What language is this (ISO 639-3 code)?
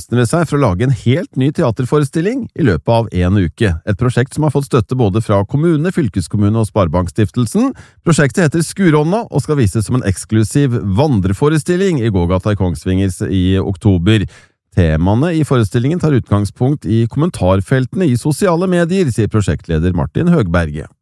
nor